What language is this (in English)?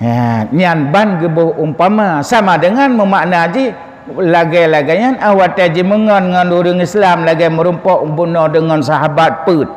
Achinese